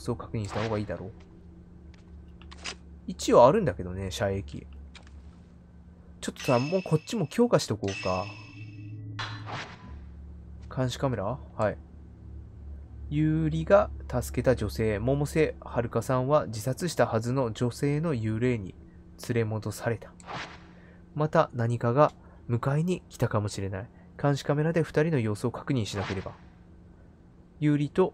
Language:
Japanese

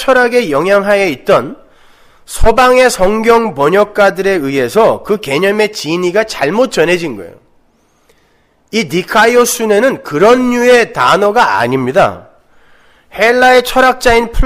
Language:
Korean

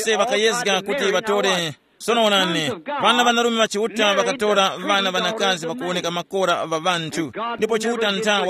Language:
Tumbuka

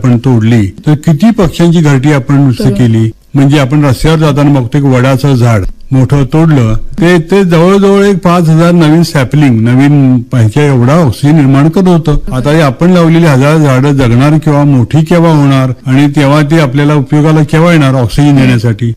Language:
Marathi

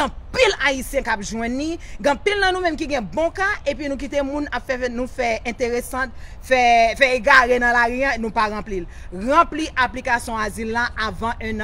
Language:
Haitian Creole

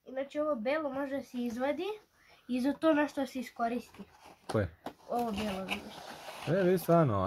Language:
Serbian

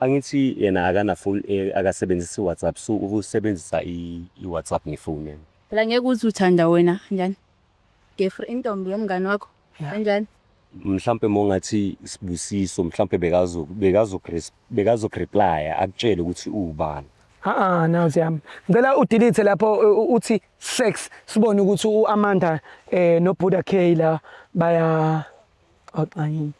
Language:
Zulu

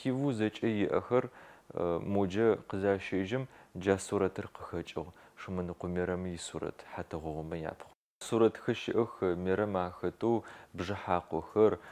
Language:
Adyghe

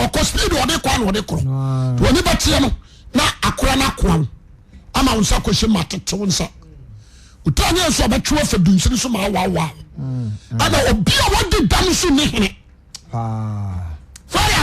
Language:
Akan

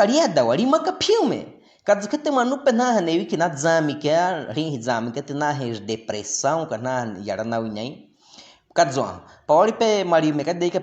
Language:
Baniwa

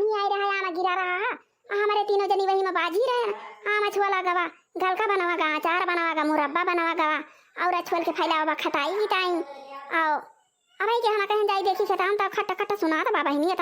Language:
Awadhi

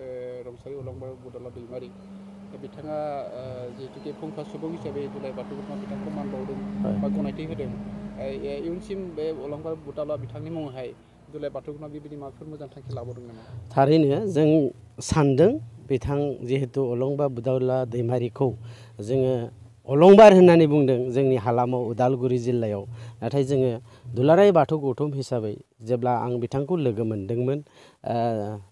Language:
Bodo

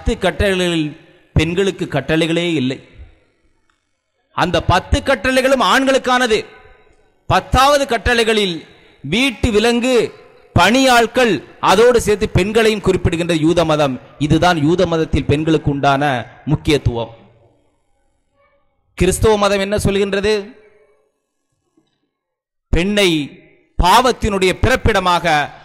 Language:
Tamil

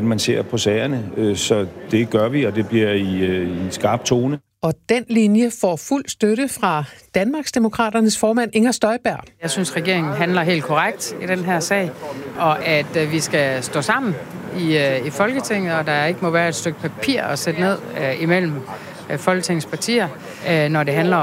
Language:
Danish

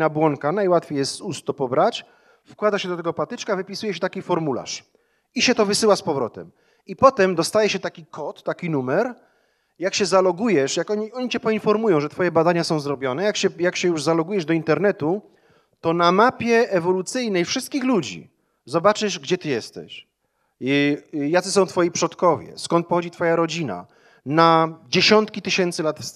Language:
Polish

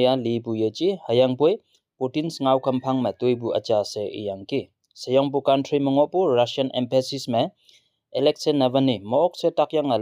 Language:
Konyak Naga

